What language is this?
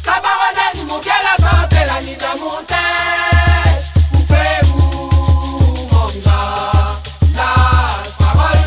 Réunion Creole French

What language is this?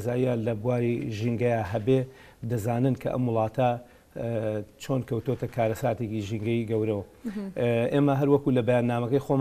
Central Kurdish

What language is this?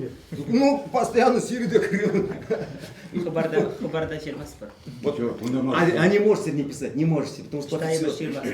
Chuvash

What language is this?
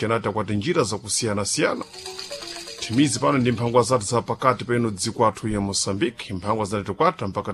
Sena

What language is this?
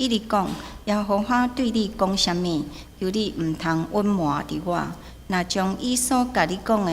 Min Nan Chinese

